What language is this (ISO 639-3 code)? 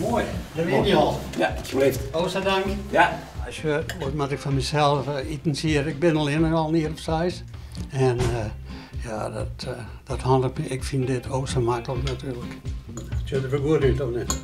fry